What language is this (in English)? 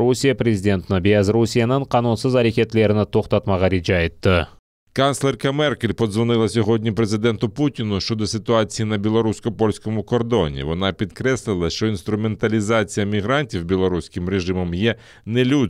Crimean Tatar